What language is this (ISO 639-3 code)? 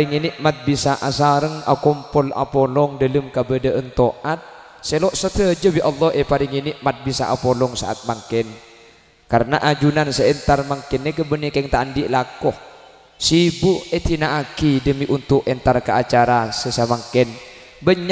mad